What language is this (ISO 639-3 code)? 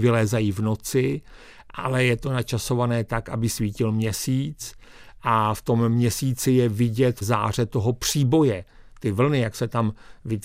ces